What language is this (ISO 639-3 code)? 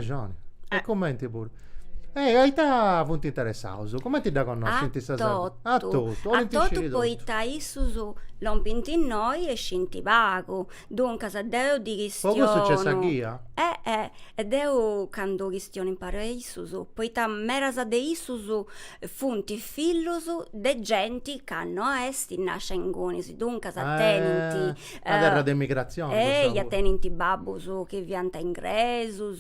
srd